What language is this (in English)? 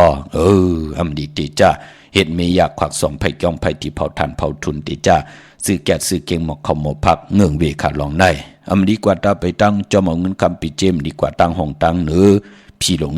Shan